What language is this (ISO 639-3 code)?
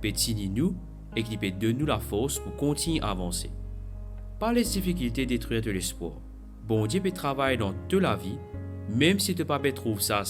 mfe